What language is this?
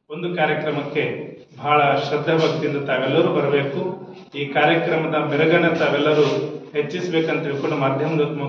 Kannada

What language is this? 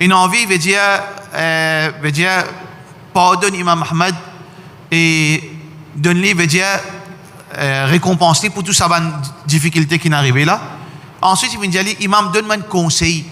Morisyen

